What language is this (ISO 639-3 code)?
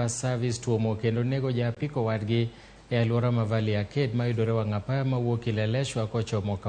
luo